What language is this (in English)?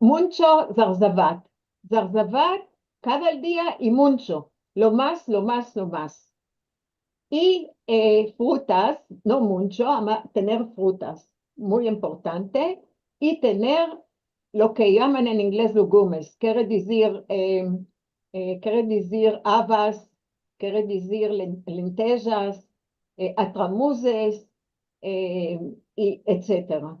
Ladino